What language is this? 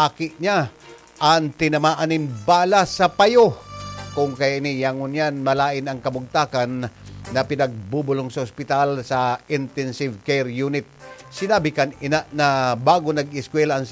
Bikol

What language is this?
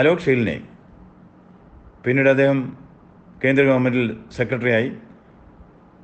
Malayalam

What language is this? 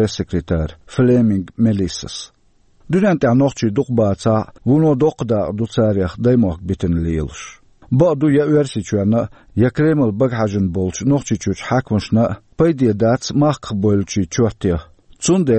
Chechen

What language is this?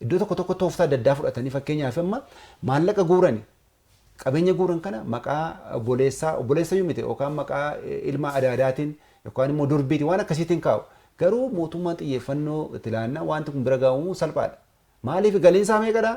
Oromo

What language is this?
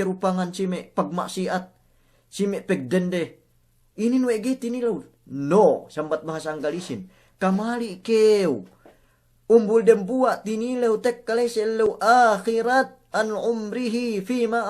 Yakan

